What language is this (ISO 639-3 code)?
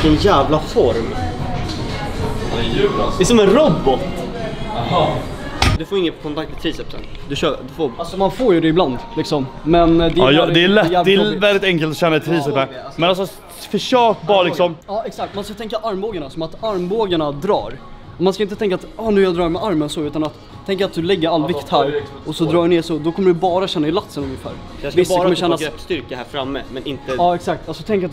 swe